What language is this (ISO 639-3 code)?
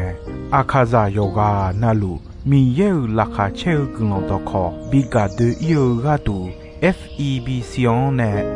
ahk